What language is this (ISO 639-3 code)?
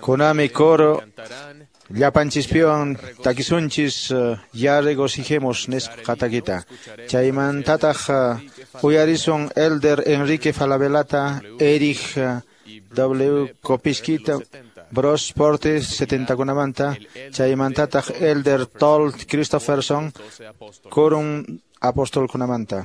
que